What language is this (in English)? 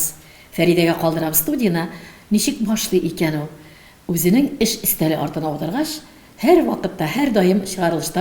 Tatar